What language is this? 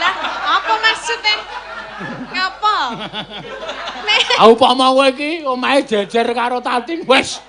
Javanese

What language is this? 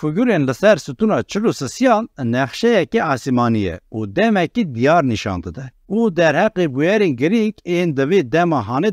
Kurdish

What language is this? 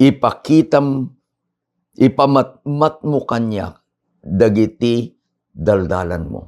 Iloko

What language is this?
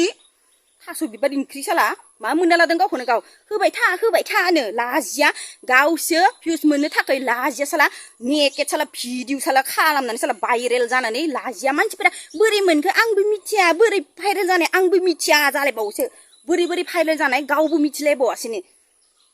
Bodo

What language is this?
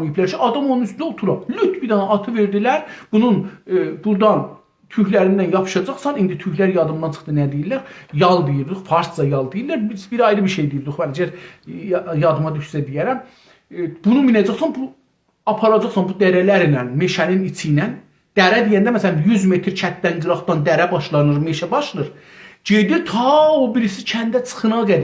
South Azerbaijani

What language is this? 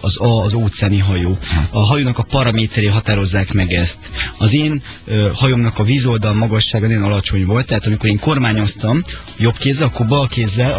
Hungarian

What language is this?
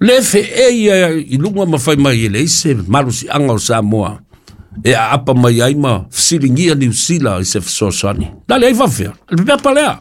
Samoan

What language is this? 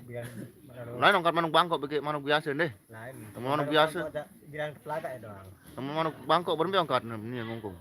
Sasak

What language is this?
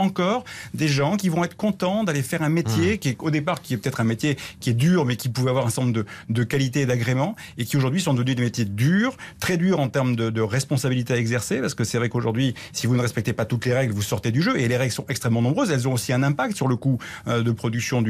French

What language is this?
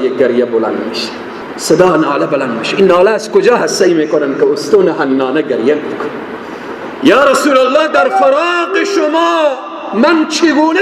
Persian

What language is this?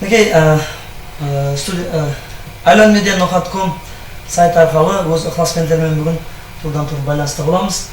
Kara-Kalpak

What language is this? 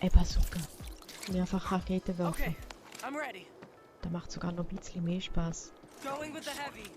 Swiss German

